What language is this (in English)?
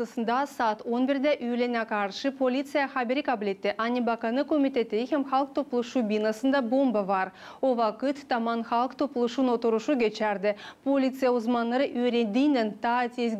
Gagauz